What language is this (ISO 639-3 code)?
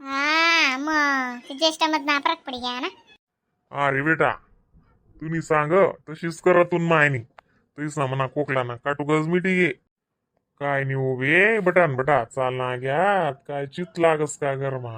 khn